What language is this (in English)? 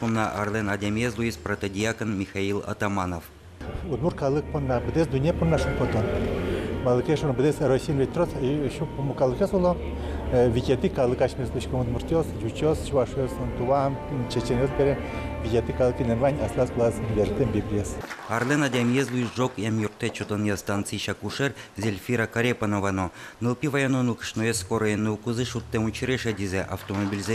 Udmurt